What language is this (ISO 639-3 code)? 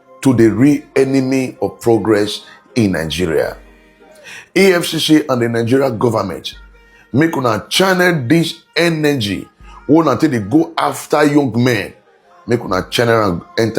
pcm